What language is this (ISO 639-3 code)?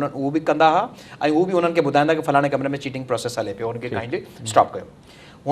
snd